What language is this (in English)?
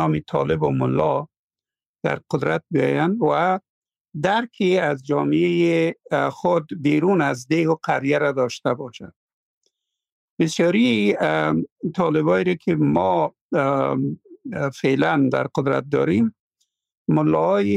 Persian